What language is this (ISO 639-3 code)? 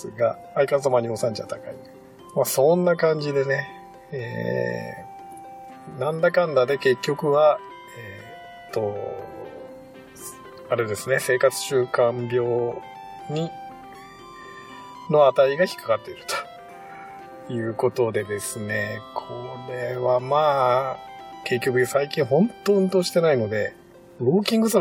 jpn